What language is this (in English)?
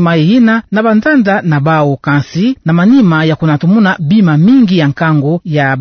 Kituba (Democratic Republic of Congo)